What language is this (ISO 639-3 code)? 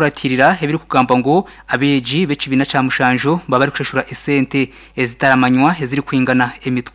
nyn